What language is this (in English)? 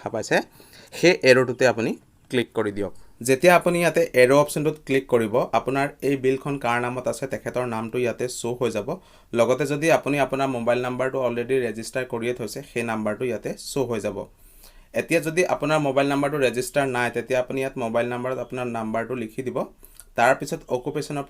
Assamese